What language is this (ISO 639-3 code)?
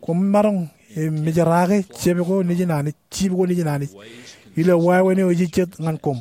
mah